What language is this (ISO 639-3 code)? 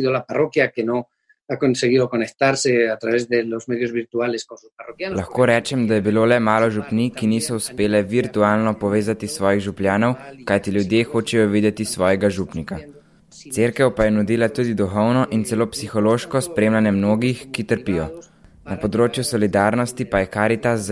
slv